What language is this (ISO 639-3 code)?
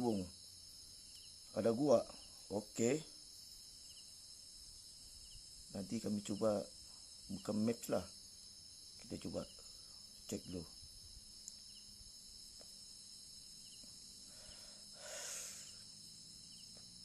msa